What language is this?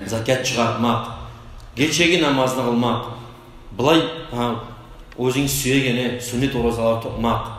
Kumyk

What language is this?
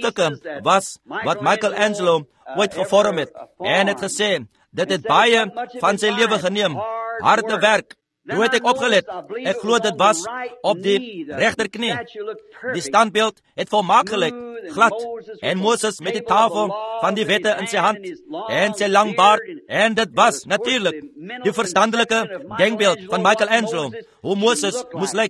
Afrikaans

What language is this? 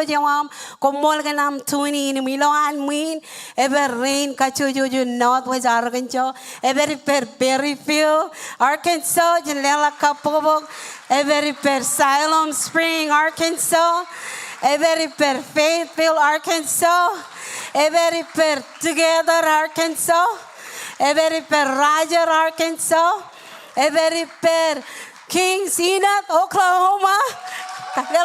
Marshallese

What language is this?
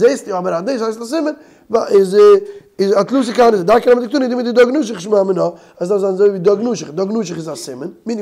Yiddish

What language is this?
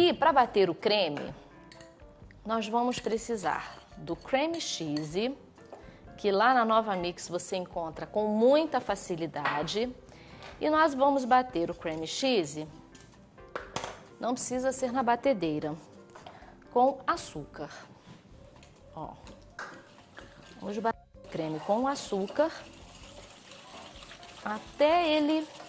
Portuguese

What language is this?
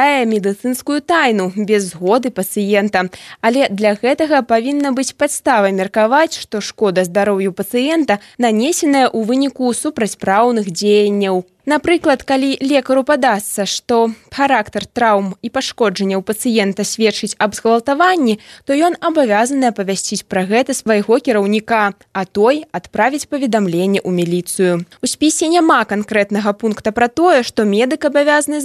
Belarusian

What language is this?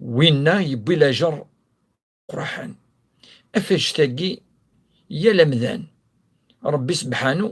Kabyle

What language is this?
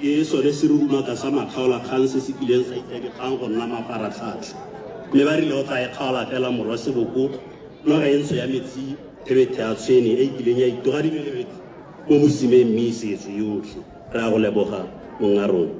Tswana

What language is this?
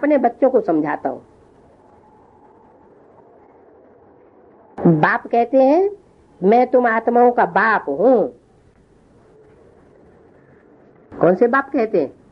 Hindi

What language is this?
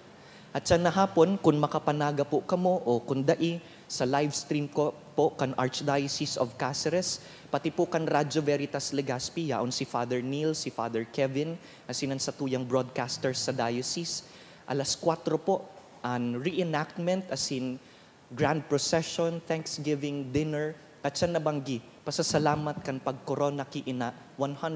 Bikol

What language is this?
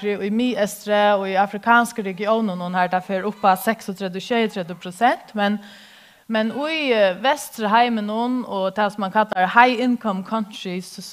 Faroese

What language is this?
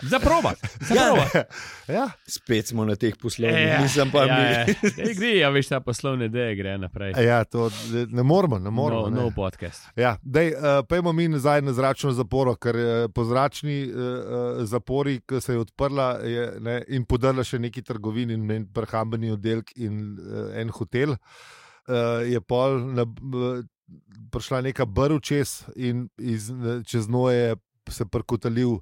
Slovenian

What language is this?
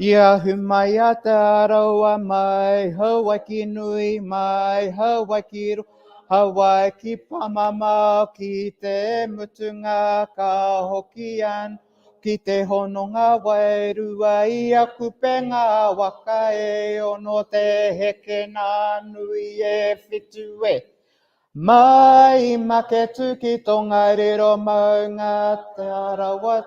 Māori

